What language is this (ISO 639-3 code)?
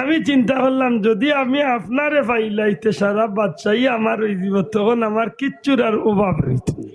syl